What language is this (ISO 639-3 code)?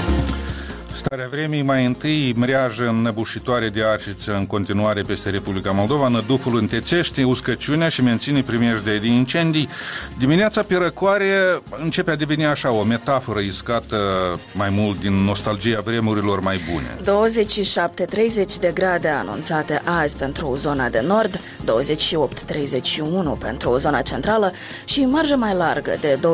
ron